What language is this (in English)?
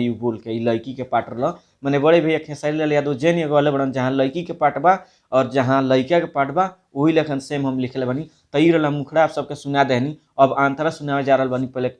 Bhojpuri